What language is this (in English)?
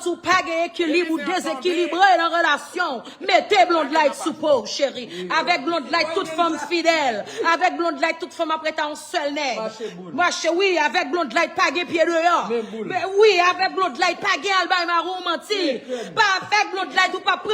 Haitian Creole